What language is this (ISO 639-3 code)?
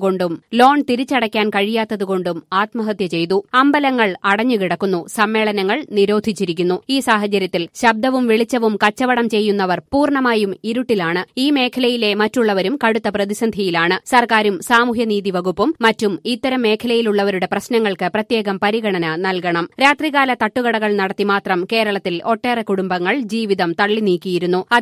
mal